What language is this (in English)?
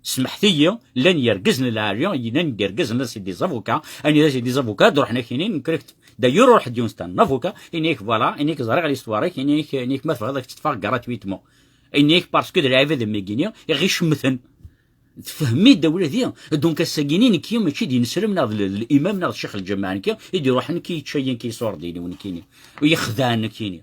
Kabyle